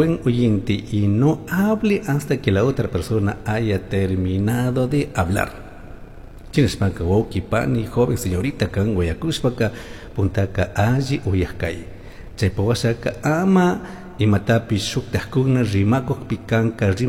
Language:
Chimborazo Highland Quichua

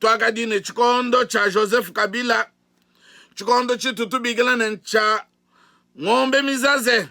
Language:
Luba-Lulua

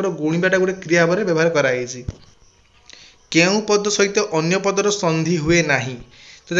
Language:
Odia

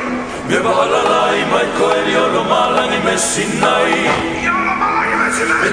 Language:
Fijian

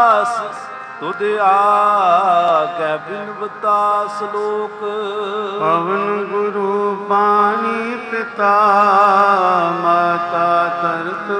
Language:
Punjabi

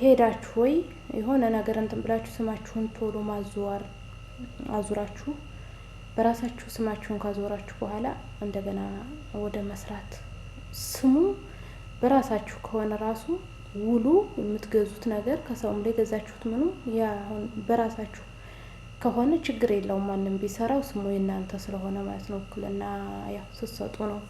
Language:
Amharic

